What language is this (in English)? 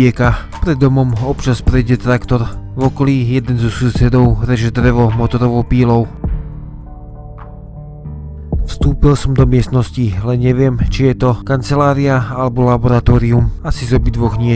Slovak